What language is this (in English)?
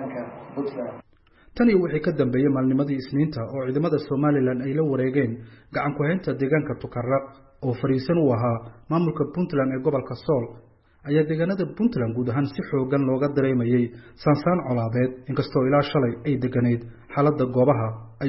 Somali